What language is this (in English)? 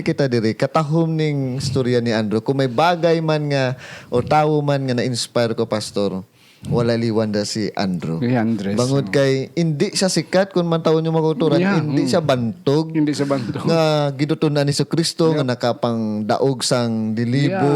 Hiligaynon